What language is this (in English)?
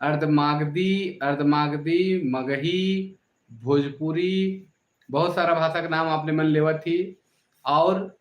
Sadri